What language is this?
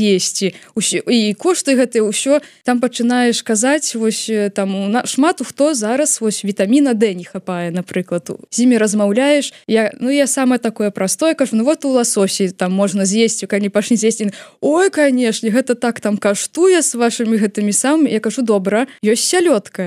Belarusian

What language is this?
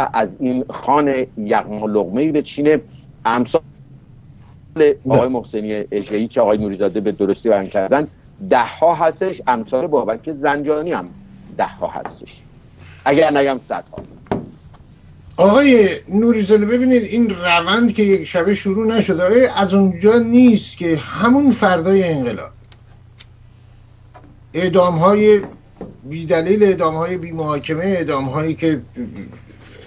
Persian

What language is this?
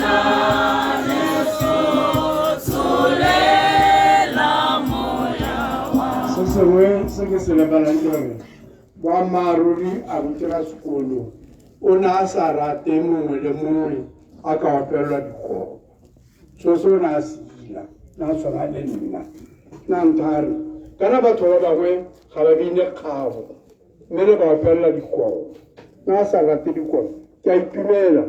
Tswana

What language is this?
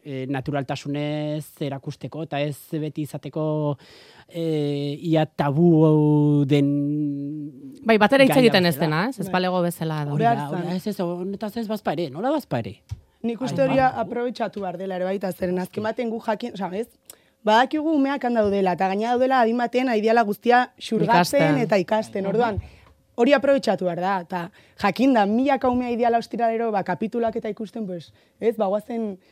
Basque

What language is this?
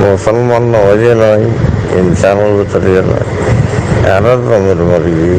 Rohingya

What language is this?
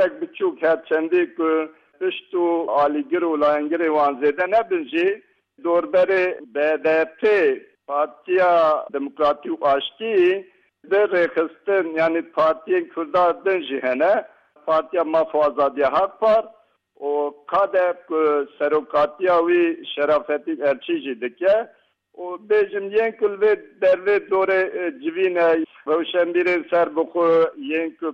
Kurdish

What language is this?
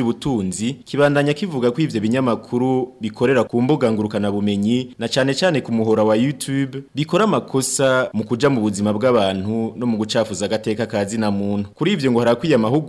Rundi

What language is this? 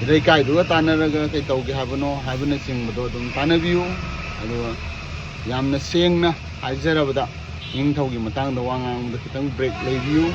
Manipuri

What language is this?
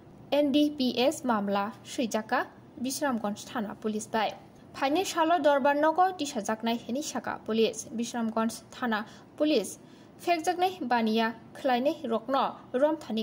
Kok Borok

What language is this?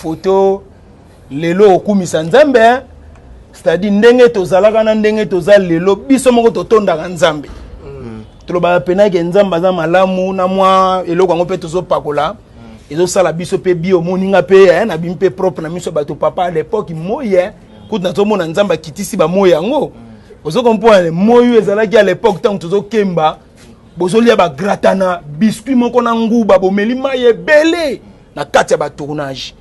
Lingala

